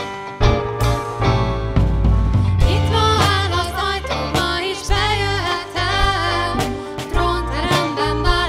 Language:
Hungarian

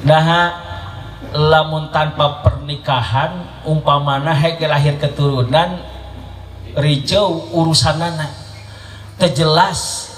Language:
Sundanese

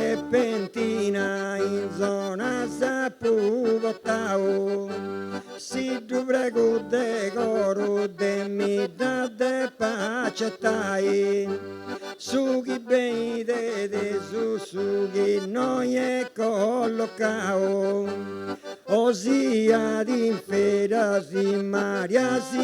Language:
Sardinian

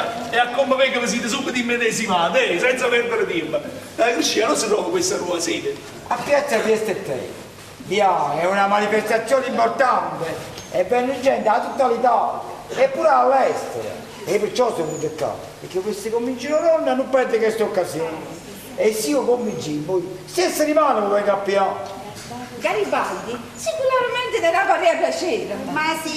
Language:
Neapolitan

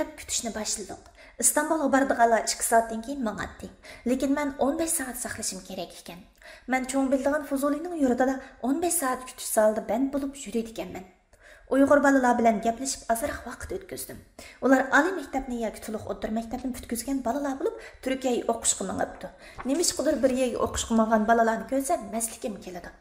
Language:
Uyghur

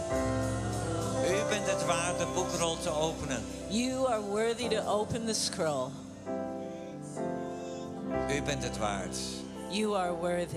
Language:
Dutch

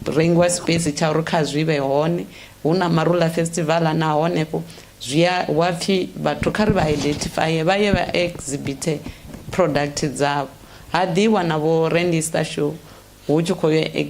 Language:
Venda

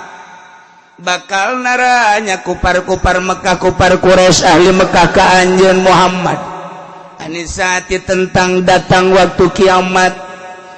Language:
Sundanese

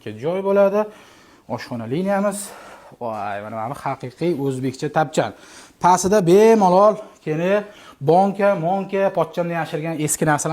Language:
Uzbek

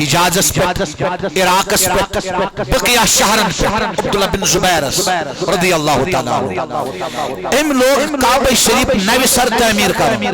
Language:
Kashmiri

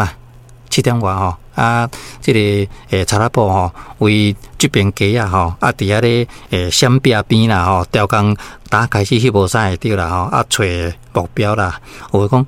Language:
Min Nan Chinese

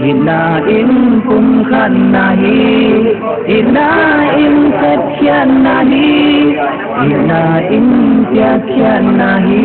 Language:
Tedim Chin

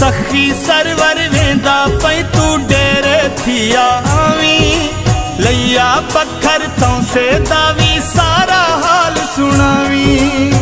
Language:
Saraiki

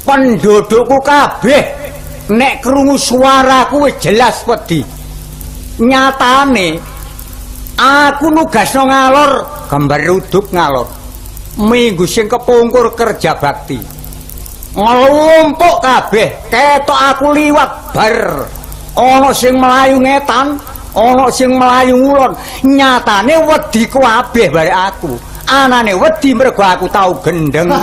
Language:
Javanese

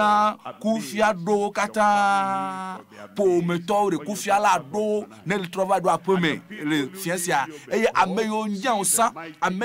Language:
Ewe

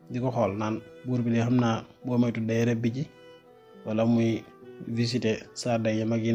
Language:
Wolof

